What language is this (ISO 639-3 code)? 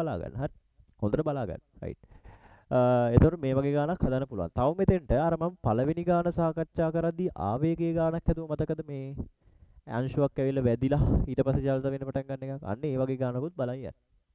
sin